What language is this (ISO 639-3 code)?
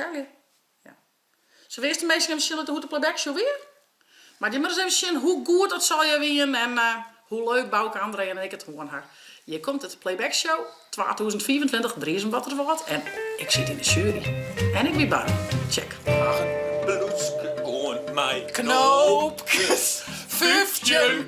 fry